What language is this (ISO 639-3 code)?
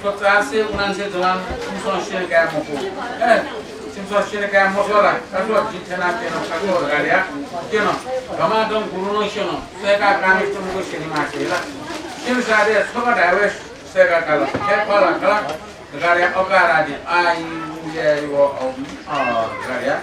new